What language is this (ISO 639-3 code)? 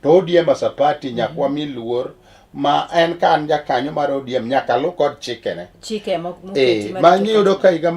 luo